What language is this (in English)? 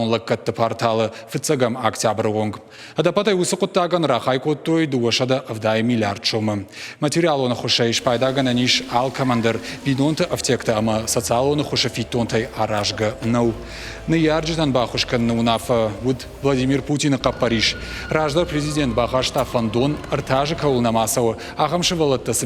Ossetic